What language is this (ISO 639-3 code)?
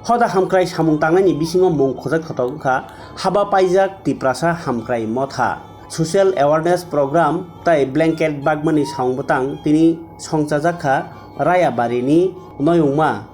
trp